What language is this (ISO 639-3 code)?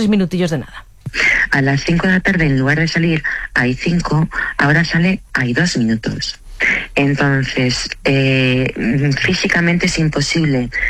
spa